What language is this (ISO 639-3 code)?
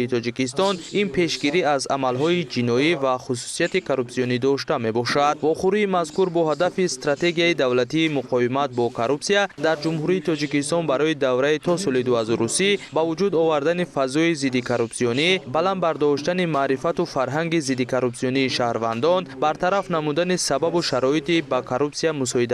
tgk